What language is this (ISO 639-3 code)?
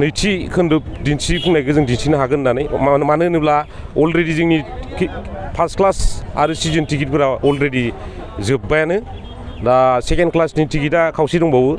brx